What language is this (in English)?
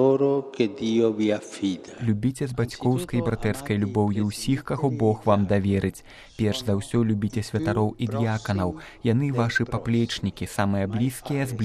Belarusian